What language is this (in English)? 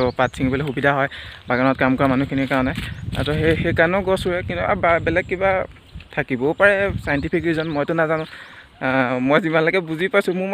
Assamese